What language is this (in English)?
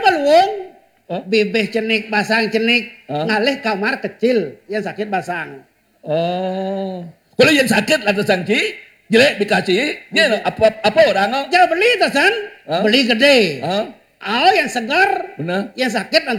Balinese